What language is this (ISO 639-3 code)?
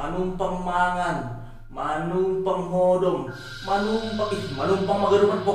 bts